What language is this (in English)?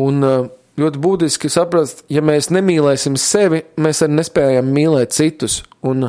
Latvian